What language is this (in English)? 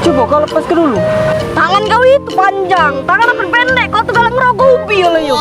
Musi